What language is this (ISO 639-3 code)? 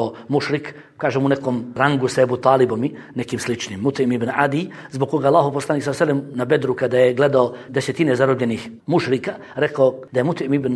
bos